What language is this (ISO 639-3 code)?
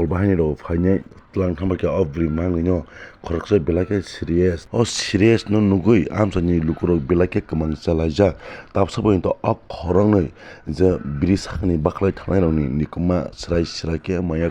trp